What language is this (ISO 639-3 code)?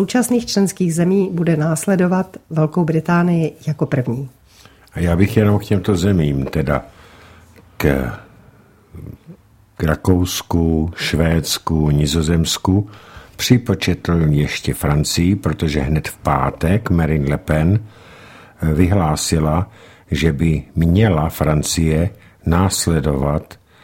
ces